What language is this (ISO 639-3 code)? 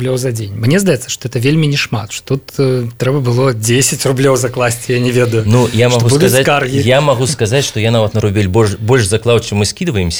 bel